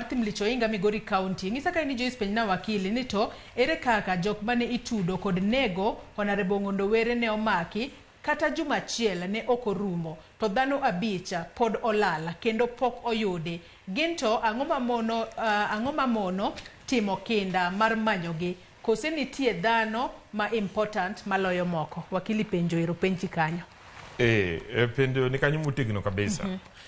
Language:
Luo (Kenya and Tanzania)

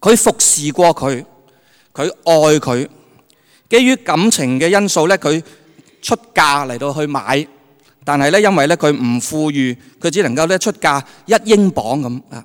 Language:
Cantonese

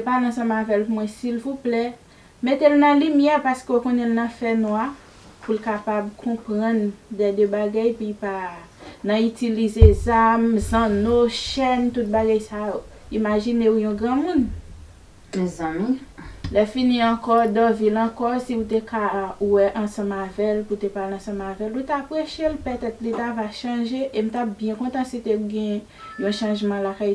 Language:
Haitian Creole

